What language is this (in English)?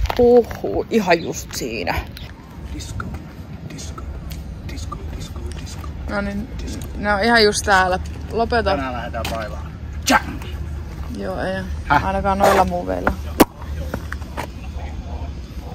Finnish